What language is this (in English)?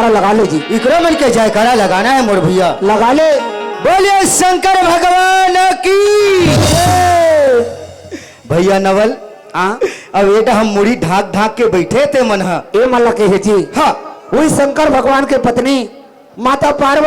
Chhattisgarhi